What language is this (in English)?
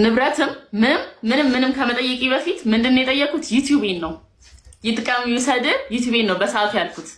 Amharic